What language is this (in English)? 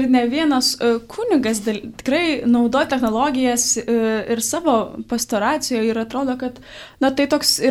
Lithuanian